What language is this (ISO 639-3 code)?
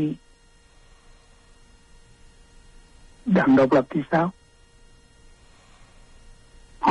vie